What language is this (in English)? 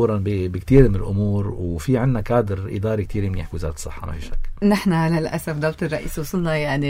North Levantine Arabic